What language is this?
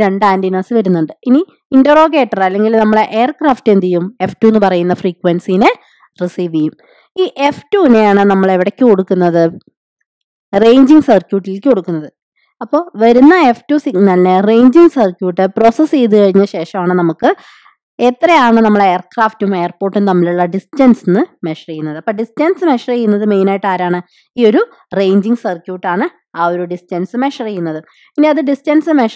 Malayalam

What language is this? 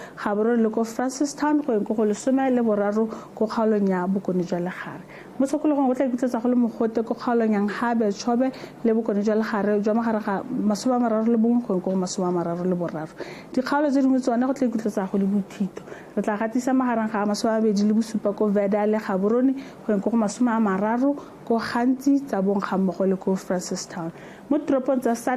Tswana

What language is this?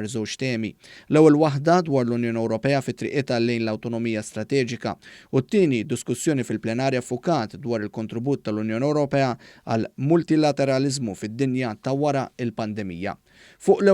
Maltese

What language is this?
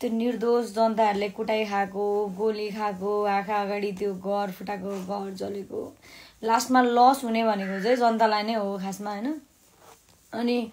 Nepali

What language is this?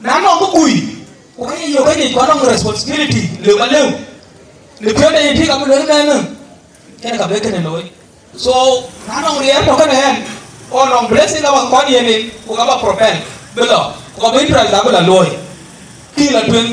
Dinka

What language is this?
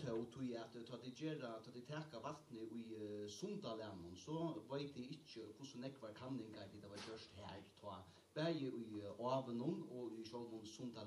Faroese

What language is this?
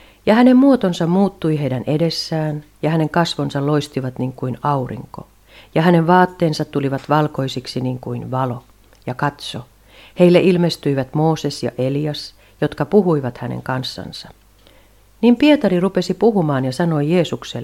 Finnish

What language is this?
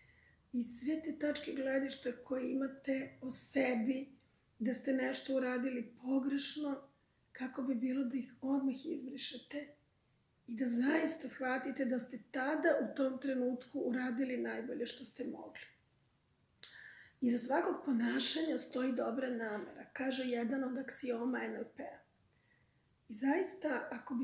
Serbian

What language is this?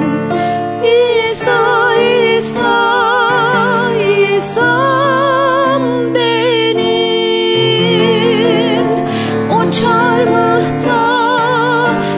Turkish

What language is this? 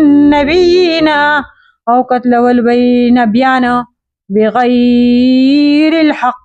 Pashto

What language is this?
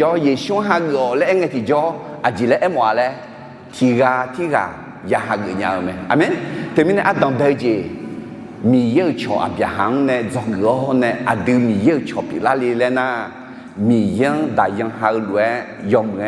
Akha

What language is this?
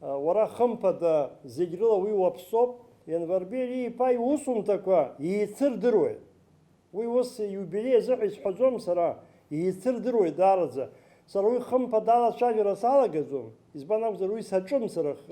Abkhazian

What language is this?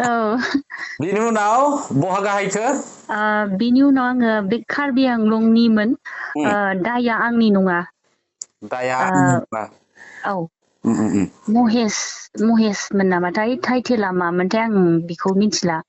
Bodo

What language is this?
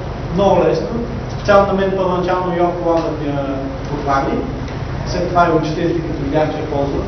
Bulgarian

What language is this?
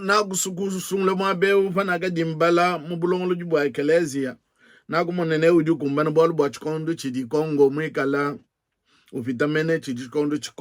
Luba-Lulua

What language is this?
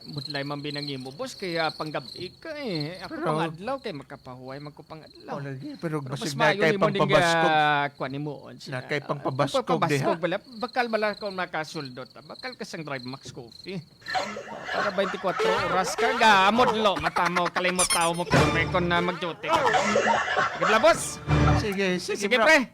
Hiligaynon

